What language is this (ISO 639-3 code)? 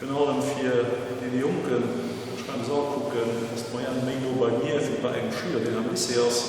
ltz